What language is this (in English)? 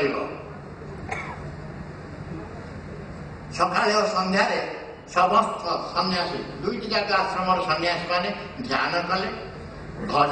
Odia